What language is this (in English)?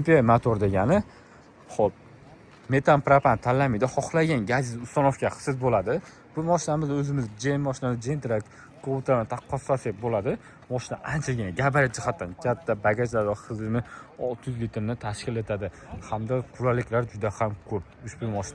Uzbek